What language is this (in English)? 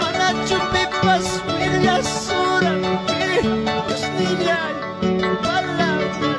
Ayacucho Quechua